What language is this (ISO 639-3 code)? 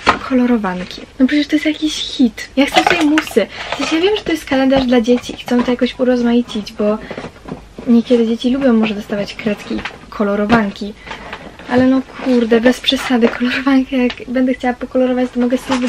pol